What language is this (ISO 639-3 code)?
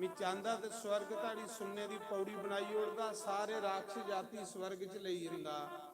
doi